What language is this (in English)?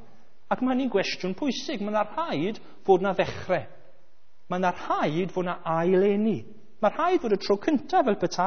Welsh